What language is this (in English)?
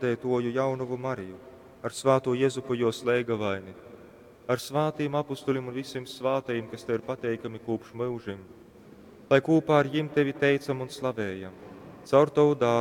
Latgalian